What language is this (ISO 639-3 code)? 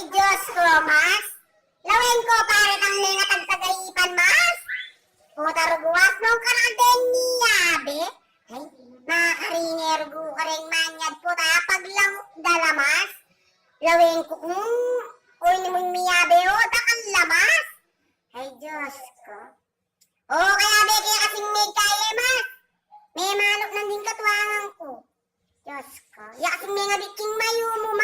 pam